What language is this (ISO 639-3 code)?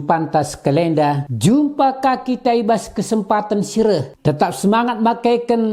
btx